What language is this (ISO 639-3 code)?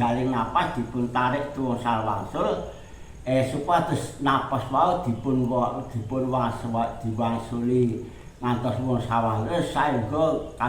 jav